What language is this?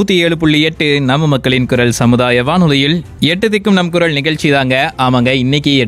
Tamil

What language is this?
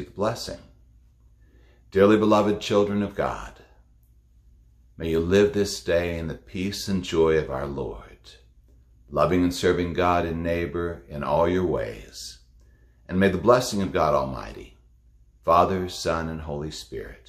English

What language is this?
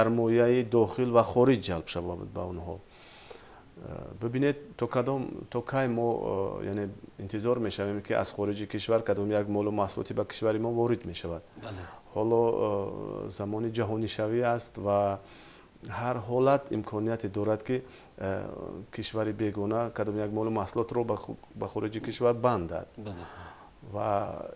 Tajik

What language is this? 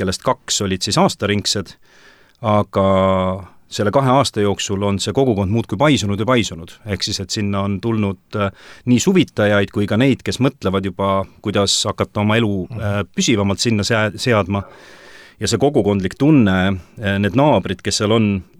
Estonian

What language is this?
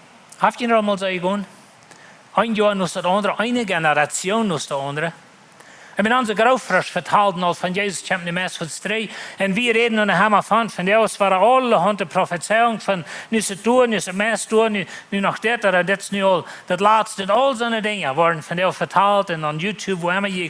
Plautdietsch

